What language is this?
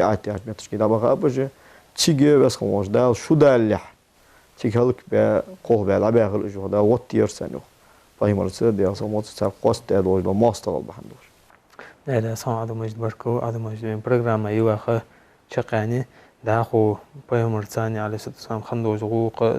Ingush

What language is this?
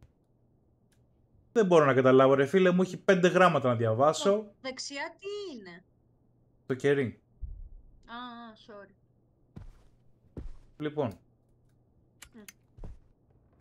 Greek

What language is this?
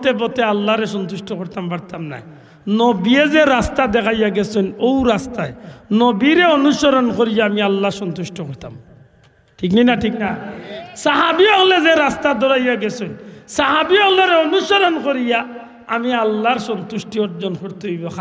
Sylheti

